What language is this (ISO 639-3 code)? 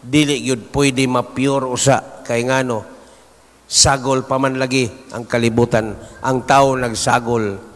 ceb